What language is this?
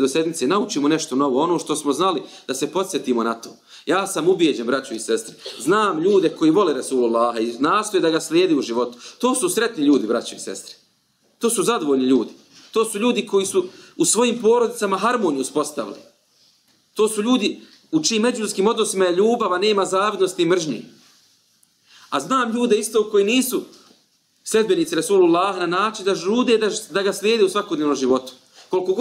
Bosnian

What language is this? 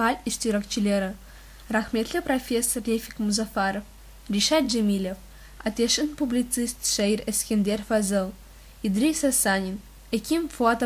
Crimean Tatar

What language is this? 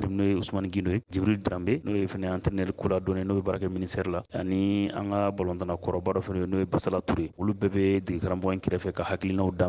Bambara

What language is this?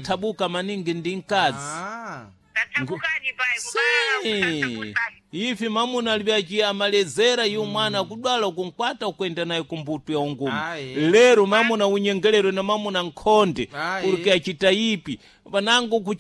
Sena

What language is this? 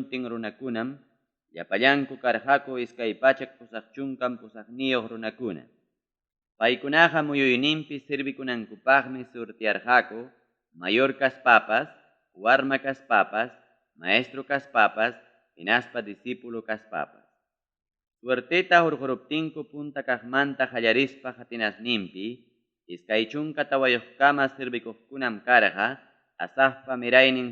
Ayacucho Quechua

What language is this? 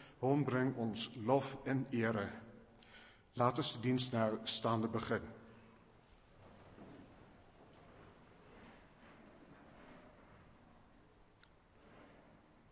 Afrikaans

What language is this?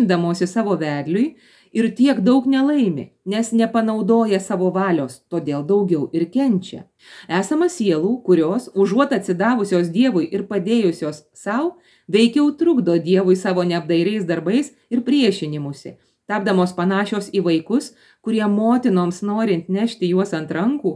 Lithuanian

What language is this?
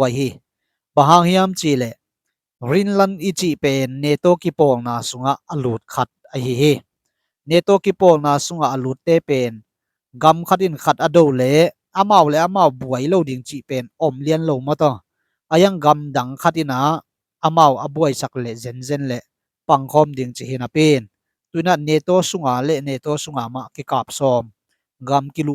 Tedim Chin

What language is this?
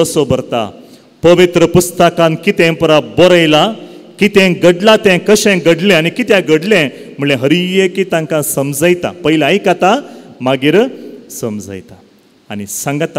Konkani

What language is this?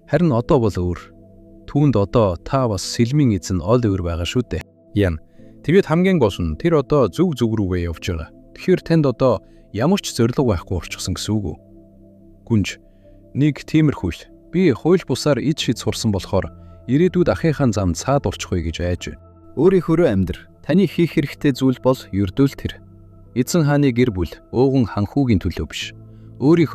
Mongolian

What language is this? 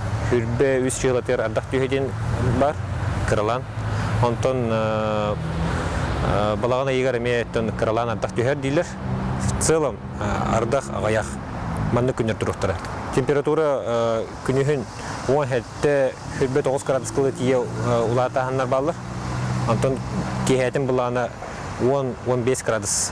Yakut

